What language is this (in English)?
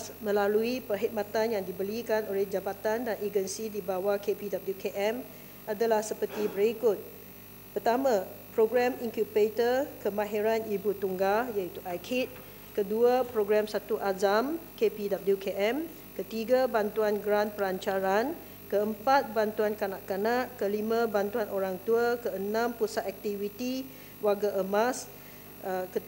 Malay